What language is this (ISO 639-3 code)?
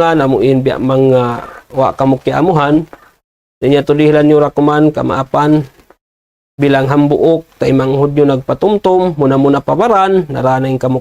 tsg